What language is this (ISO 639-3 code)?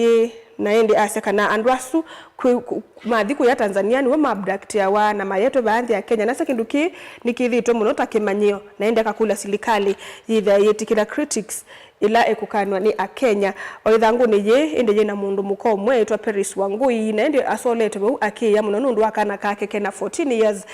kam